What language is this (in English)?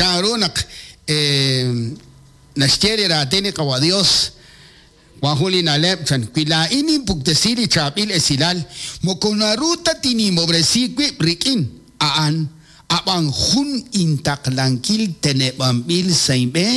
Kekchí